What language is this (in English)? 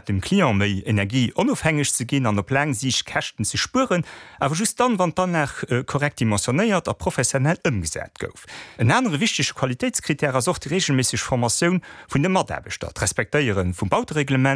Luxembourgish